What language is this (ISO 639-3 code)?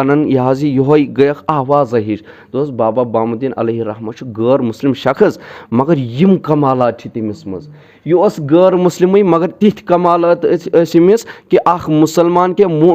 kas